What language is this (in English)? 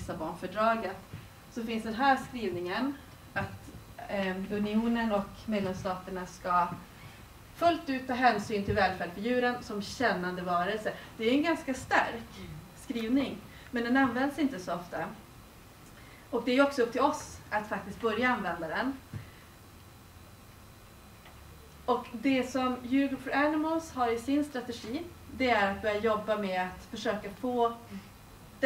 Swedish